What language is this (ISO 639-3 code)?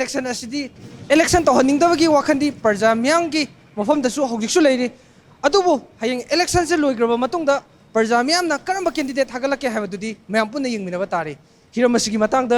mni